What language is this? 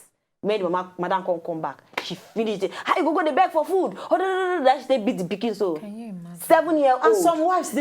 Nigerian Pidgin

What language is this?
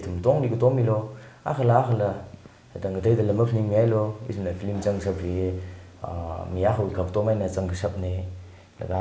Tangkhul Naga (India)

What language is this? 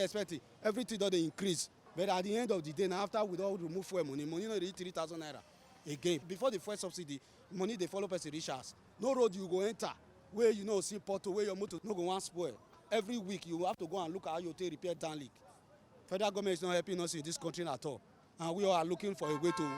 Nigerian Pidgin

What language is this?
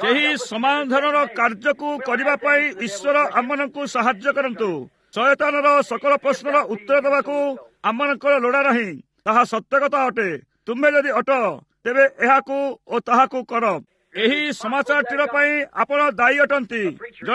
Odia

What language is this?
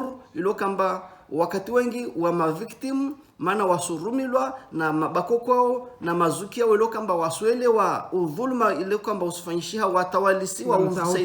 Ngazidja Comorian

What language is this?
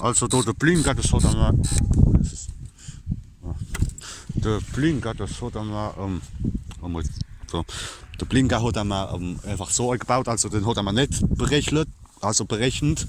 Palatine German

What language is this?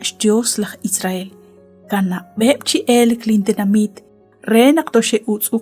Kekchí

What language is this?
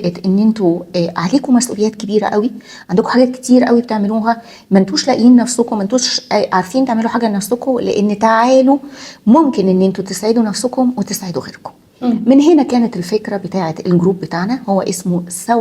Egyptian Arabic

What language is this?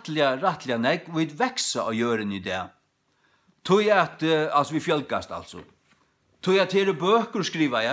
Faroese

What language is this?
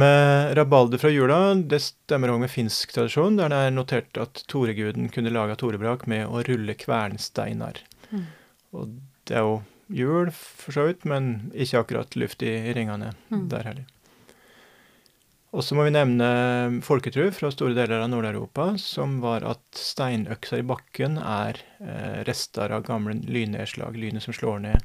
Norwegian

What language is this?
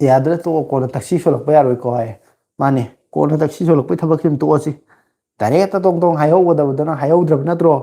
Manipuri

